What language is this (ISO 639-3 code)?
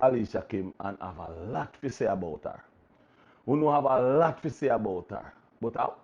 jam